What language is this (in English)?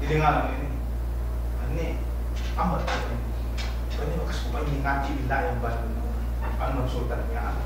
Yakan